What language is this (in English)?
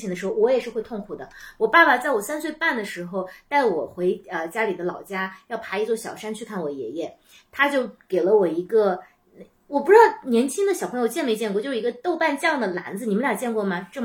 Chinese